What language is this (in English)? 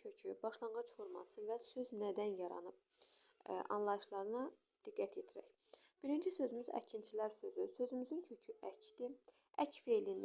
Azerbaijani